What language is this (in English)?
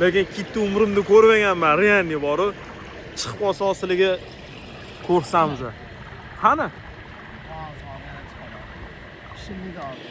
Uzbek